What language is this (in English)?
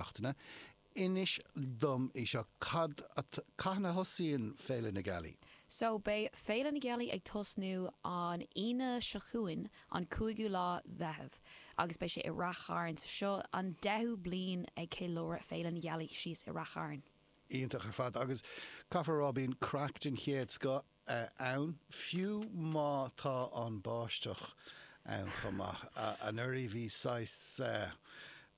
Irish